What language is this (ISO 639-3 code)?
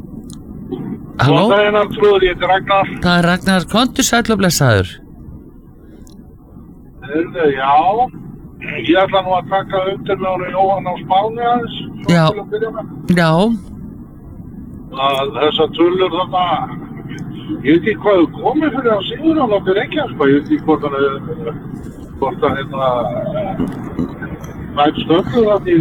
isl